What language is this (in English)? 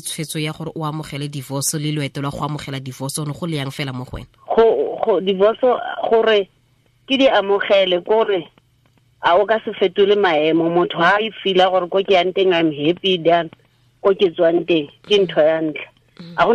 Tswana